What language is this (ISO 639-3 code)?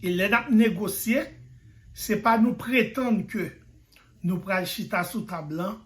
hat